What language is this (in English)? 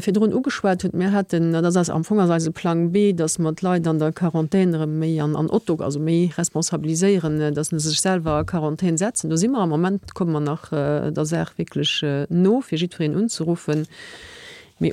Luxembourgish